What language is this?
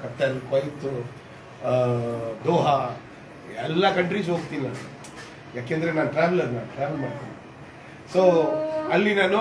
Kannada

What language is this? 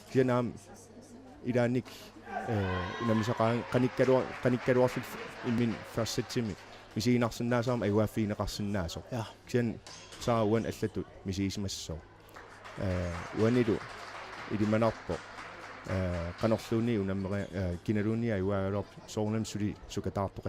Kalaallisut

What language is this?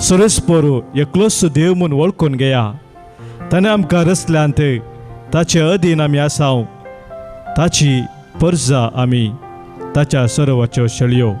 Konkani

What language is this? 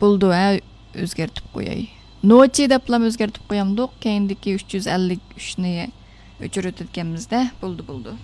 Uyghur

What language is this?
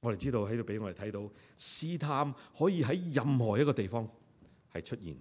Cantonese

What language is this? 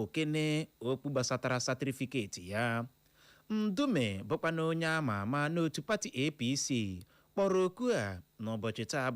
Igbo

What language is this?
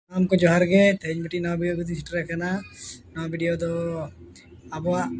Santali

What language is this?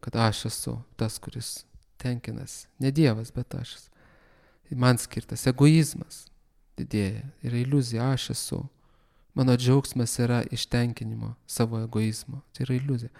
Lithuanian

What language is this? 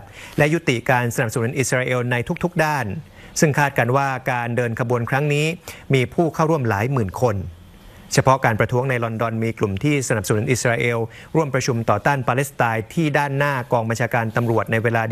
Thai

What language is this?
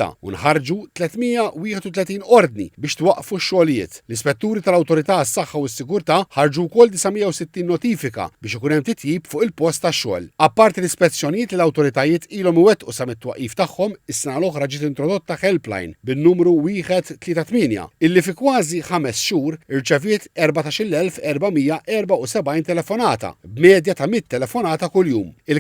Maltese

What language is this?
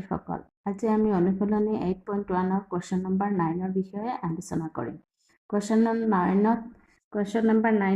Assamese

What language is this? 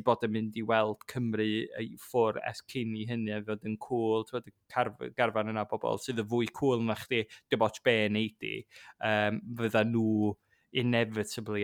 Welsh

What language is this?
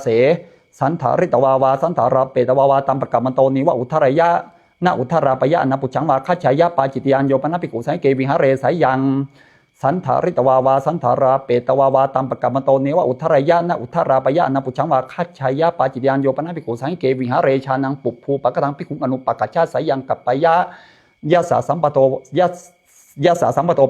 Pali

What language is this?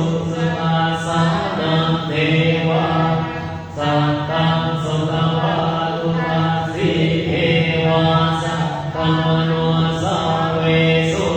Pali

